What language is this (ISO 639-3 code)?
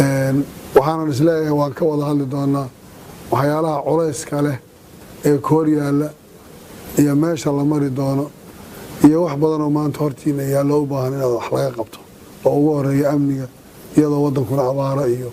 som